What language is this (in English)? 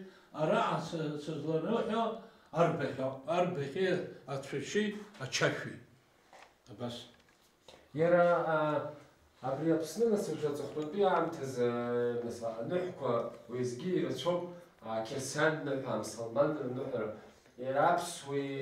Abkhazian